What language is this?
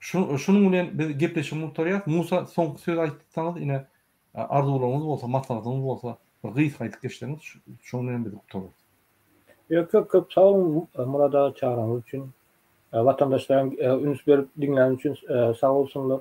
Turkmen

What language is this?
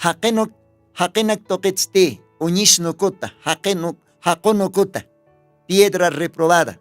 Aymara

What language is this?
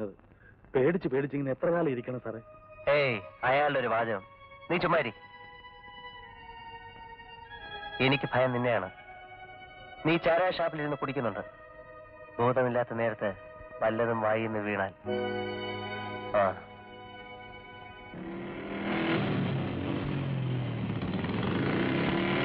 Malayalam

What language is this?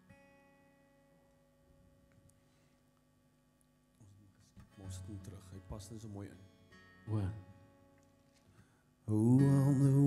Afrikaans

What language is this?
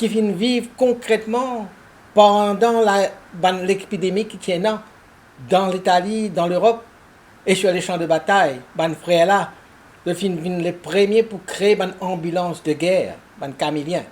Morisyen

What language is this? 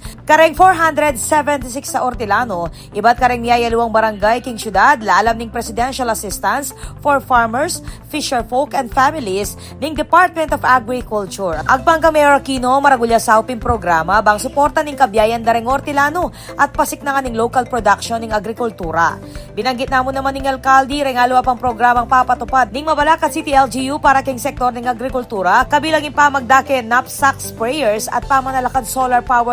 Pampanga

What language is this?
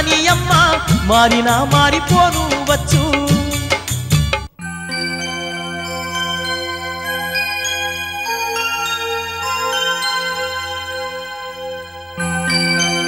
Telugu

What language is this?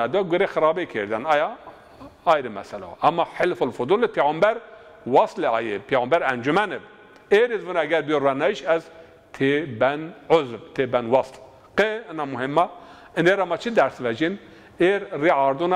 Zaza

